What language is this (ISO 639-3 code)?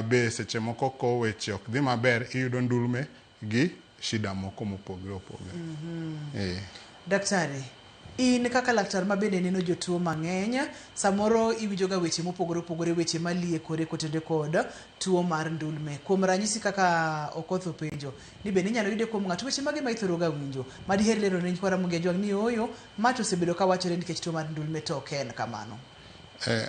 luo